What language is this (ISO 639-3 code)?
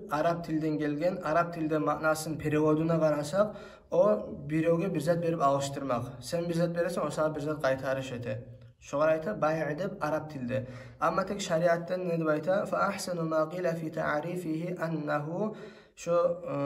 kum